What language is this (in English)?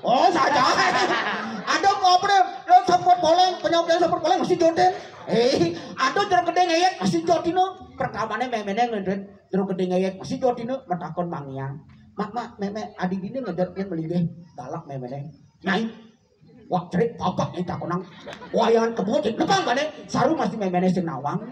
Balinese